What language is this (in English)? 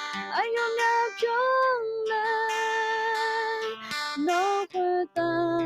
Akha